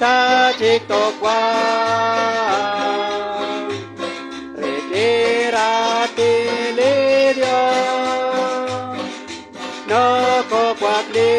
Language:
Kekchí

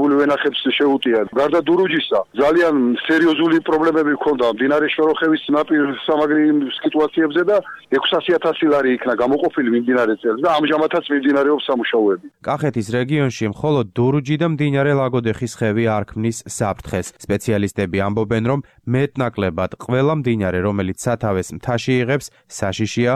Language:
Georgian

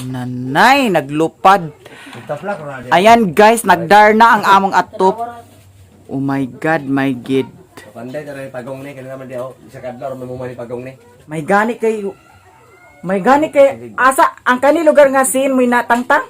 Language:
Cebuano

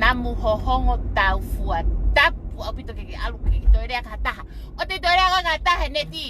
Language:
Tongan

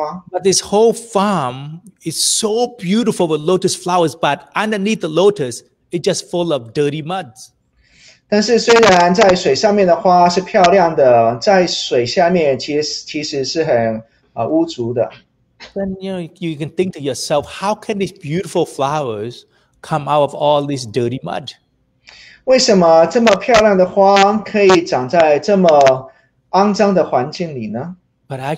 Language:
English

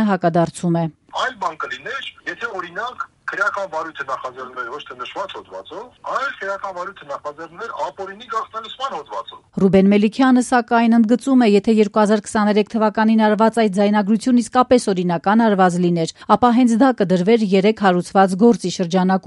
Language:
Armenian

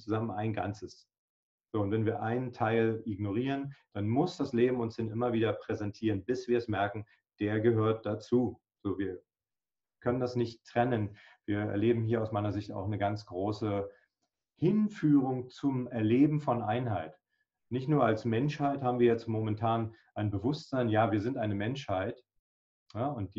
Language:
German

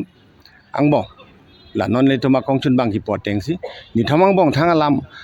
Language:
Karbi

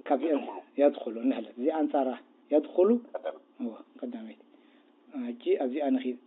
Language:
Tigrinya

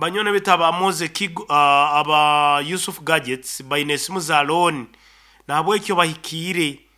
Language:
Nyankole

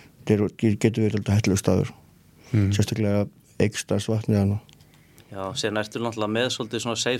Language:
Icelandic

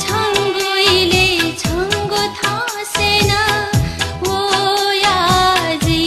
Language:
Newari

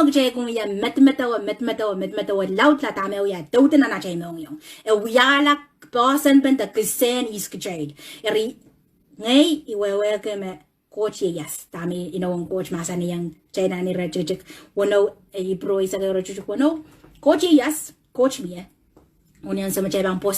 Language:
Pohnpeian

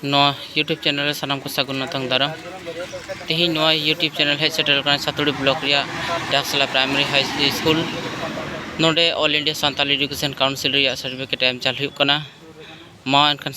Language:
Santali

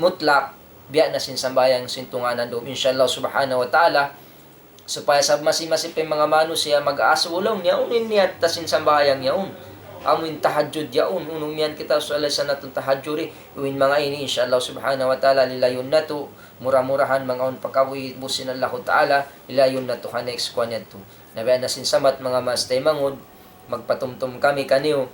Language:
Tausug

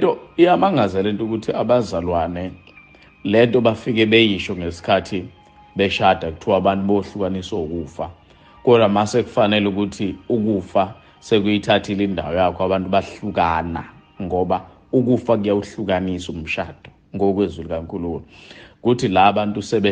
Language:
Zulu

